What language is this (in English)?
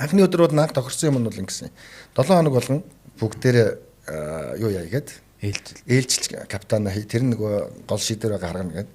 Mongolian